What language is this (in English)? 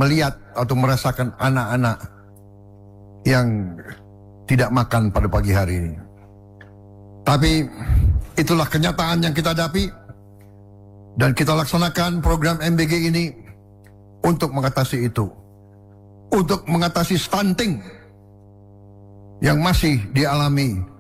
Indonesian